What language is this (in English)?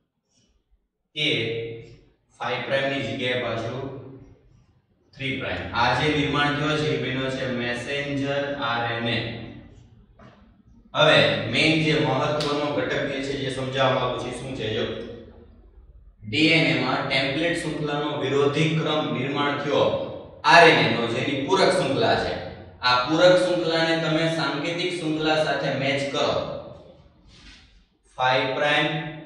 Gujarati